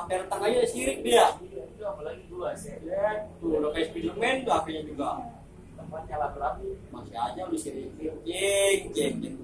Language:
Betawi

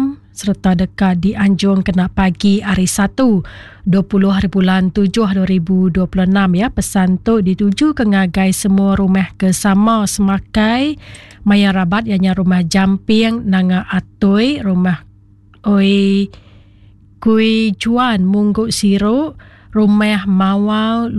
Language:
Iban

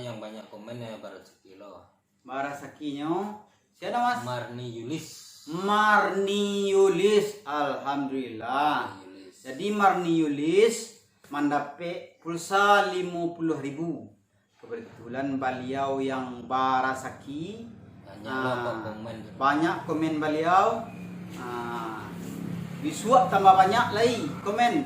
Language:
Minangkabau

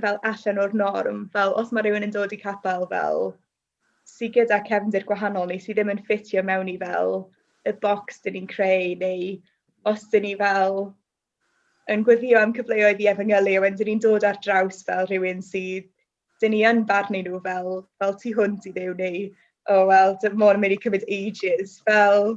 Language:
Welsh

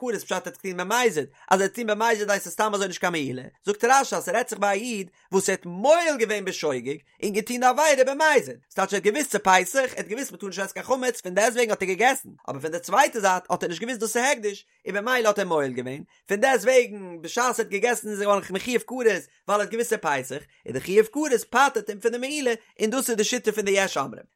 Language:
Yiddish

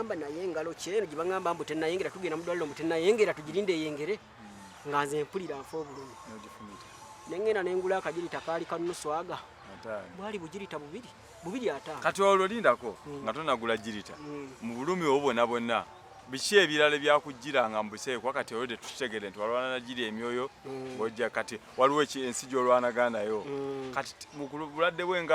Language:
Ganda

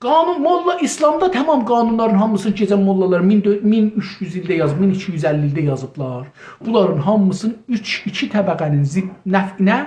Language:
South Azerbaijani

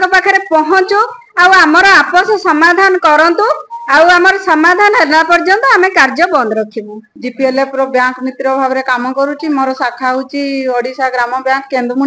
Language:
Odia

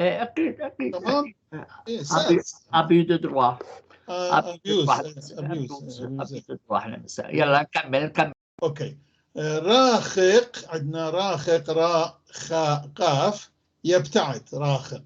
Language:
North Levantine Arabic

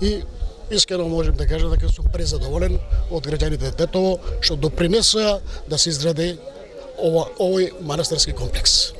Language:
Macedonian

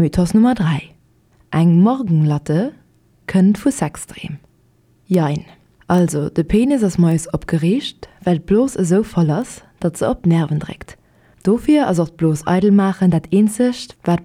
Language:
Luxembourgish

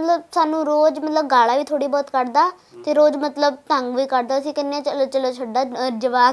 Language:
Punjabi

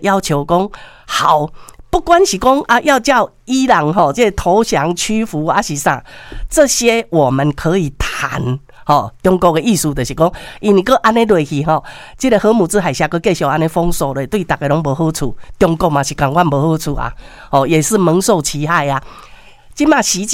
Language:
Min Nan Chinese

